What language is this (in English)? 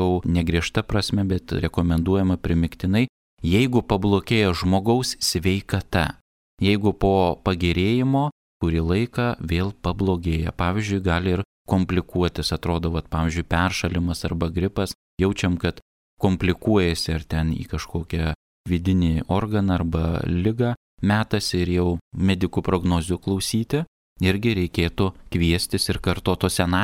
Lithuanian